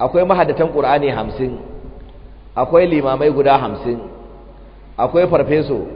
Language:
Hausa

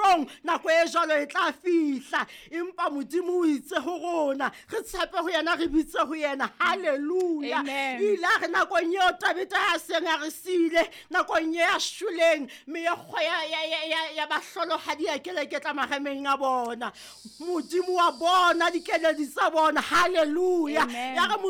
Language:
Southern Sotho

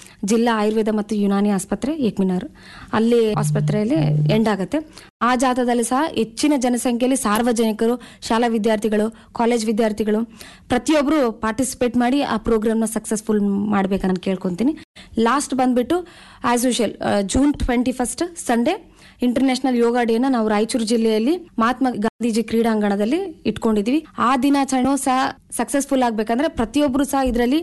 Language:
Kannada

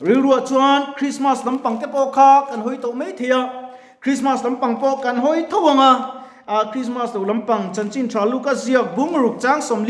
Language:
Mizo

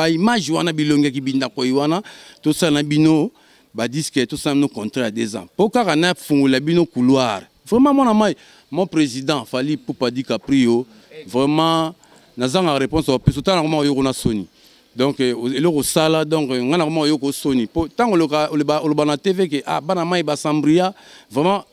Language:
Lingala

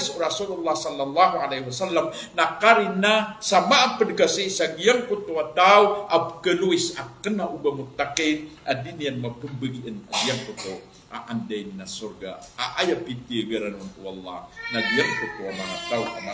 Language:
Maranao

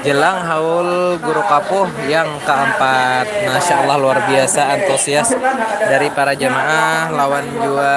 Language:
Banjar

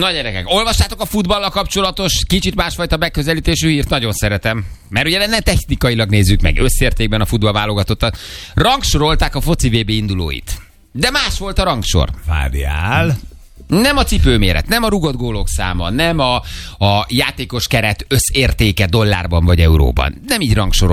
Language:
Hungarian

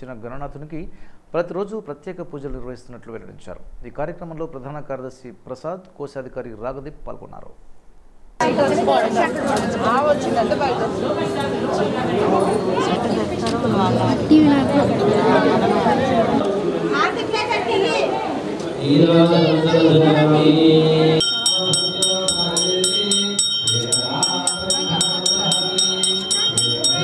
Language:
Telugu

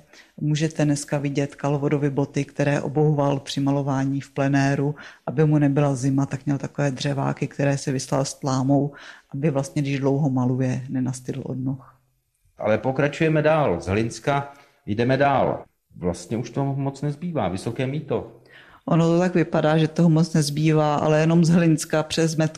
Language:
Czech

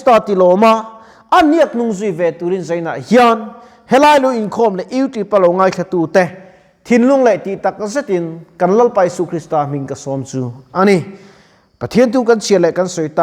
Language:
Mizo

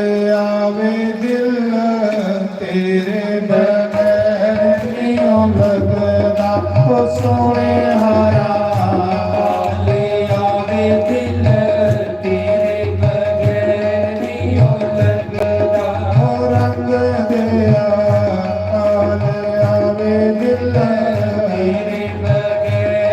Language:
Dogri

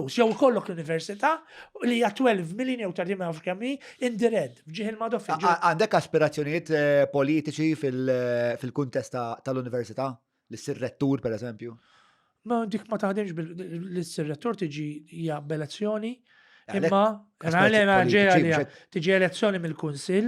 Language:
Maltese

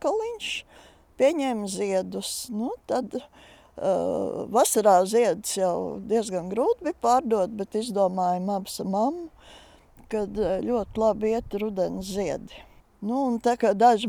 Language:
Latvian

